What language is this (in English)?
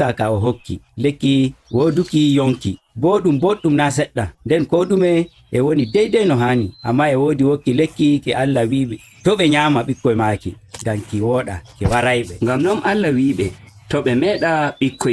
Nigerian Fulfulde